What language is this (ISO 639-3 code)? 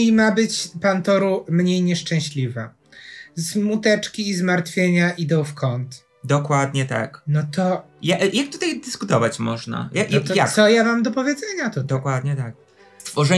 pol